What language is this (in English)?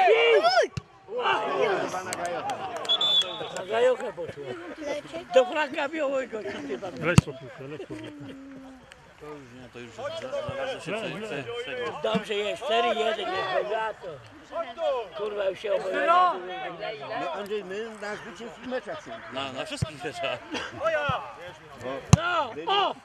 Polish